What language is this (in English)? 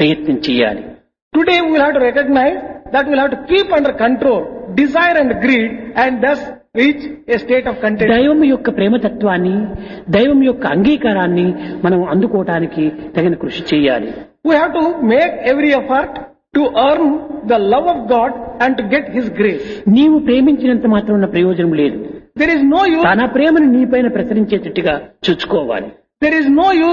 Telugu